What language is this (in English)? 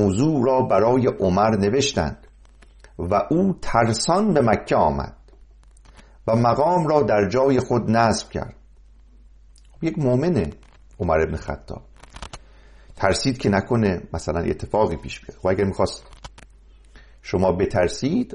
Persian